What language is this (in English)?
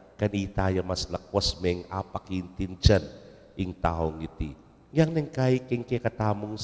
Pampanga